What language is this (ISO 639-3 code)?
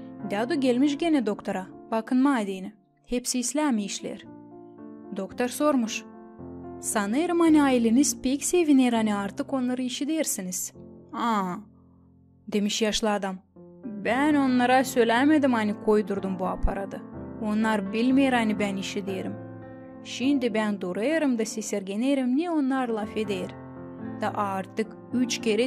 gag